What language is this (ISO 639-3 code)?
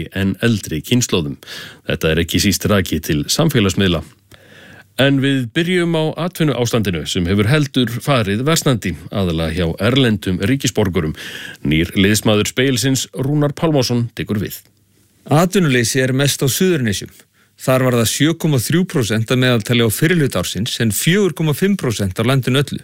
isl